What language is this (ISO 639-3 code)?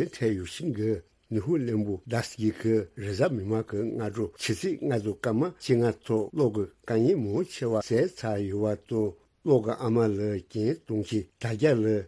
bod